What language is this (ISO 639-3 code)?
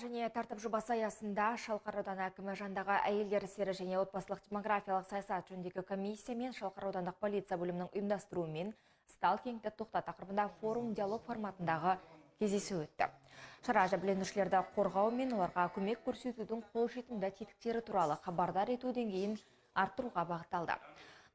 kaz